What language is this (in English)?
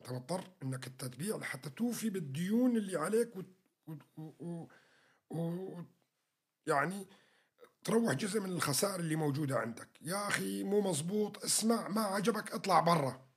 North Levantine Arabic